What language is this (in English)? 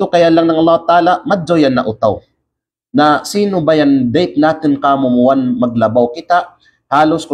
Kalagan